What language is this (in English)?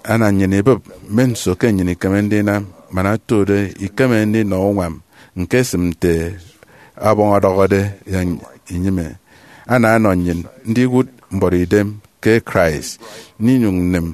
Efik